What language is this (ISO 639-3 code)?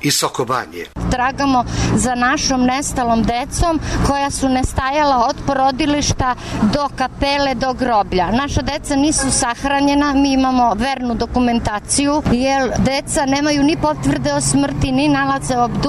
srp